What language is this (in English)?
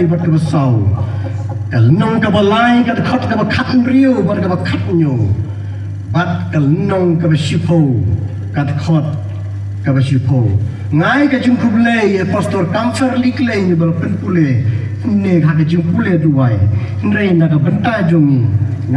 Khasi